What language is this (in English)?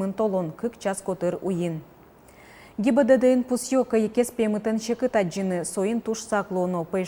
Udmurt